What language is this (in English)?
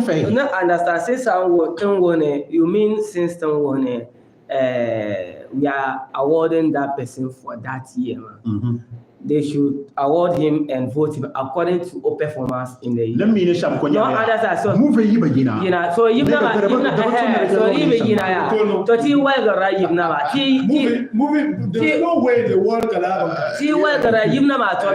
Dagbani